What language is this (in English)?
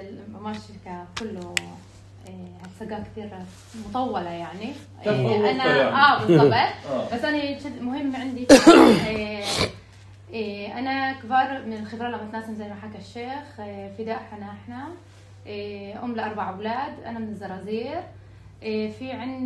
North Levantine Arabic